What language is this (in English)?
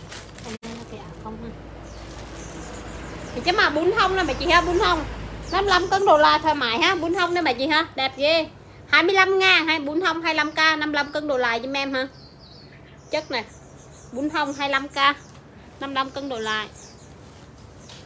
Vietnamese